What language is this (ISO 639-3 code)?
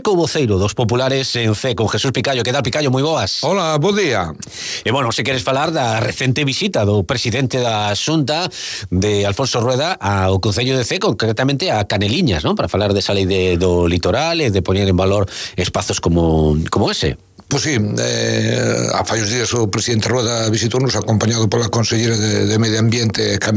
glg